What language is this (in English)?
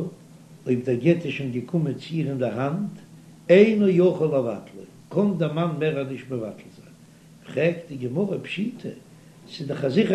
Yiddish